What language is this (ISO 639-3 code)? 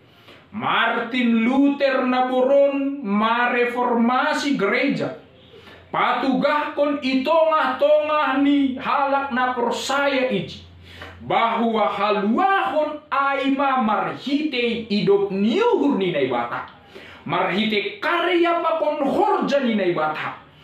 bts